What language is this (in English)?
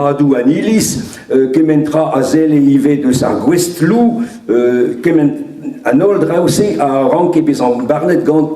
Breton